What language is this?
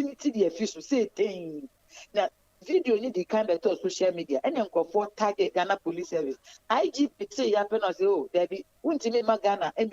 Akan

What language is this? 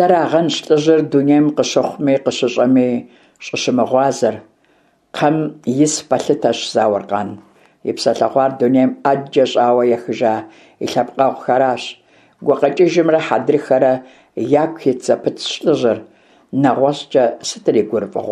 Kabardian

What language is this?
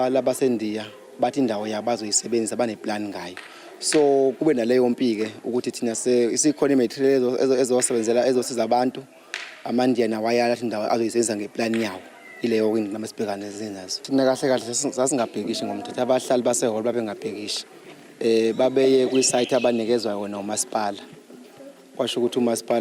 Zulu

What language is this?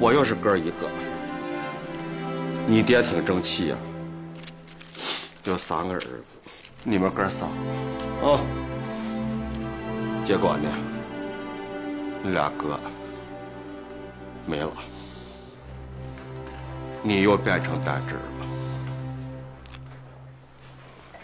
Chinese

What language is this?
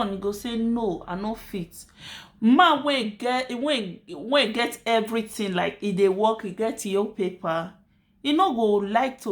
Nigerian Pidgin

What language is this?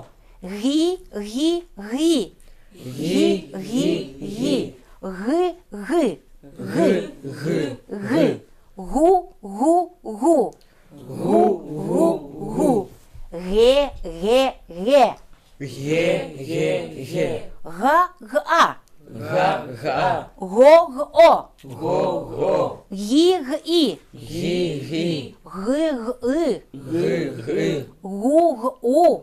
Chukot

